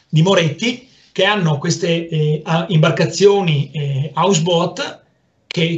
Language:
Italian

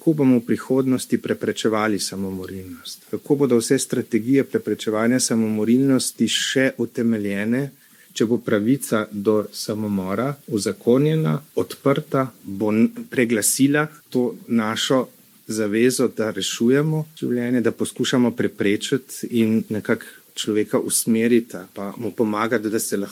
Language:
Slovenian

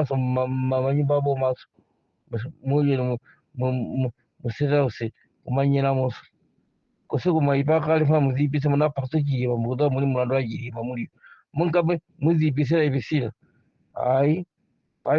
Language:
Nyanja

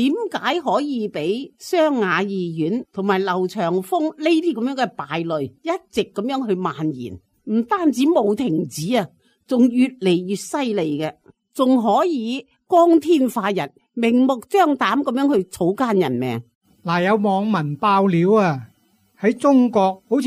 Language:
Cantonese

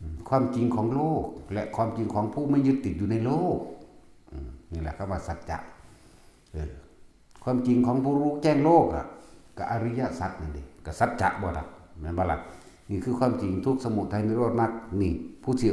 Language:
Northeastern Thai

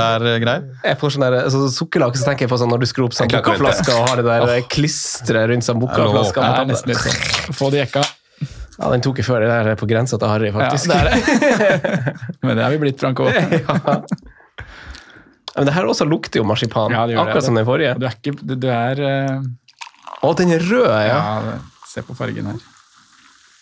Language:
Norwegian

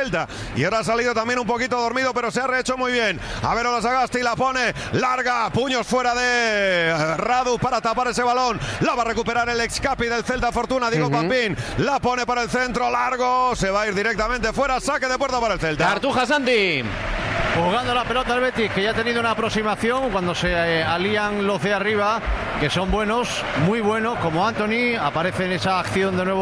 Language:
Spanish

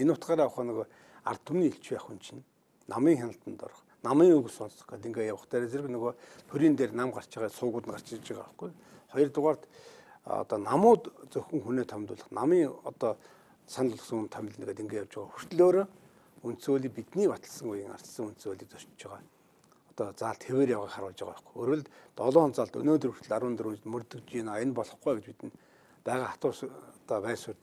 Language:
Mongolian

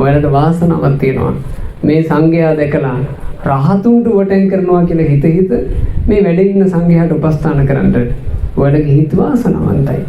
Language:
Sinhala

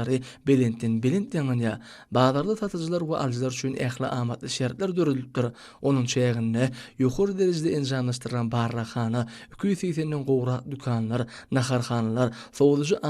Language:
Turkmen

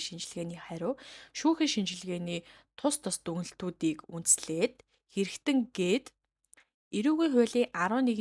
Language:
Mongolian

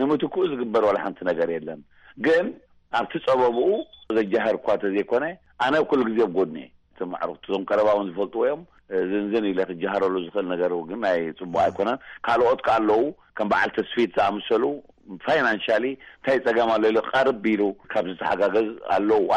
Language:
Tigrinya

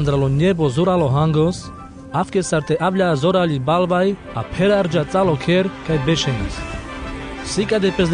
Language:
Carpathian Romani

